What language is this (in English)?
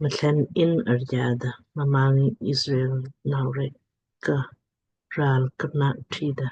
Lamkang